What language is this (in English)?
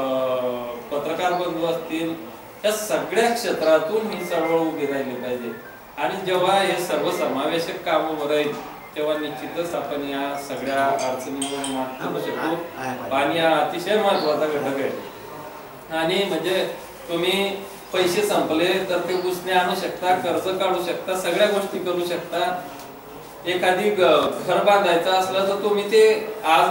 Marathi